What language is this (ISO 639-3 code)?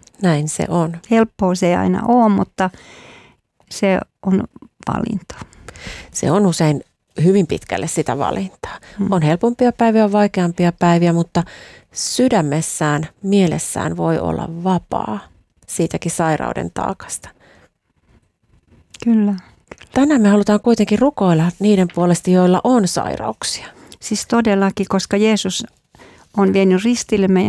fin